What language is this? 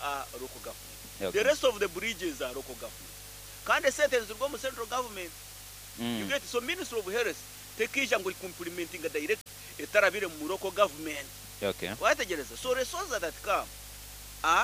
Nyankole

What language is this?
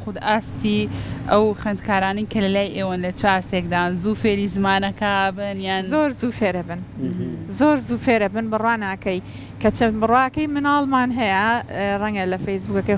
Central Kurdish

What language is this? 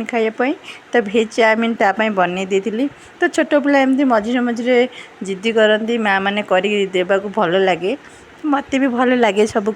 Odia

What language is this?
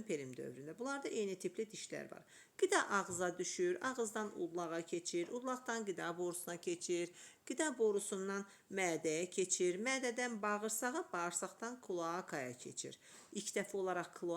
Azerbaijani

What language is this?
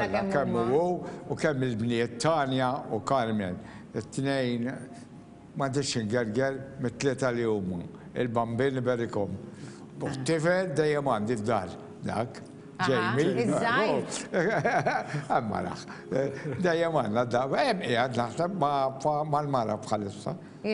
Maltese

